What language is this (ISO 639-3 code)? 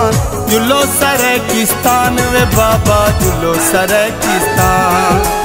skr